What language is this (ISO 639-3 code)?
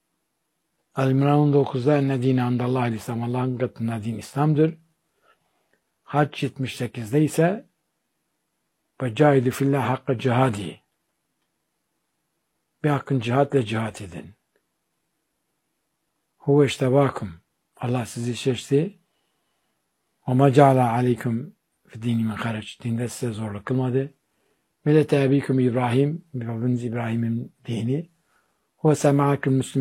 tur